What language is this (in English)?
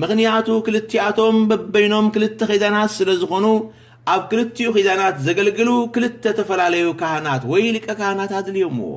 Tigrinya